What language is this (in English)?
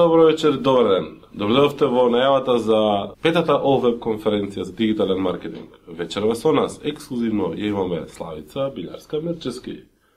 Macedonian